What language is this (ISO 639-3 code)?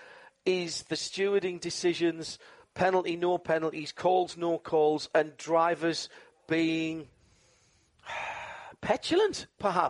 eng